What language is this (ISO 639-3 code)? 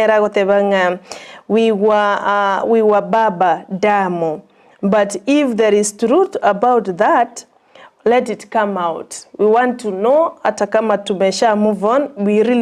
guz